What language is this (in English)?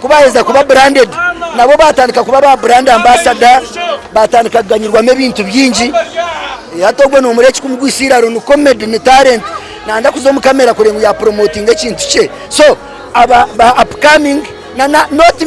Nyankole